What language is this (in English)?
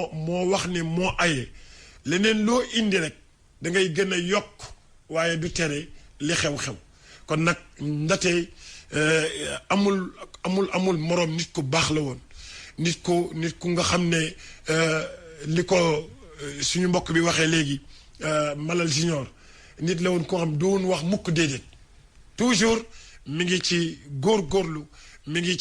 Wolof